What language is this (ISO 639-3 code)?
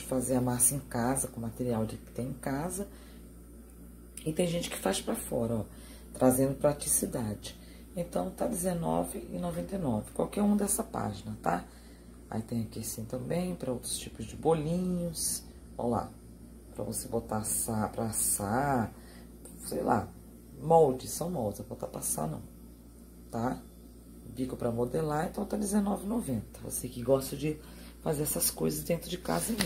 por